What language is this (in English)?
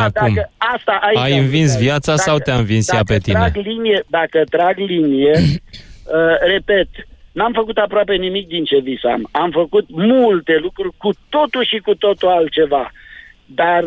Romanian